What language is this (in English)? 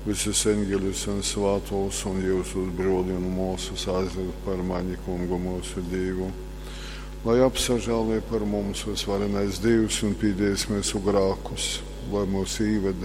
Latgalian